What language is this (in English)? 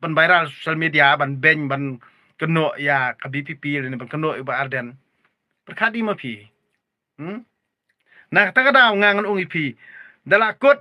Khasi